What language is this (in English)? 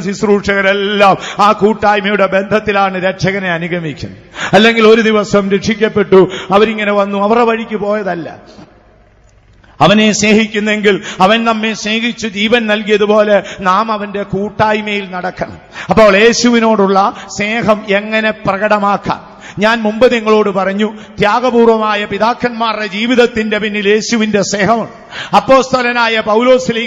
Malayalam